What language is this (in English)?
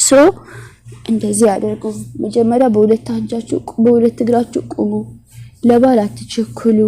Amharic